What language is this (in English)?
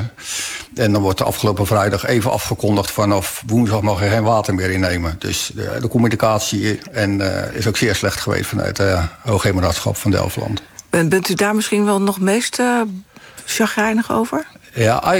Dutch